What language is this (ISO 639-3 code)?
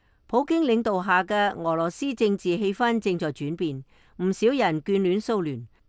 yue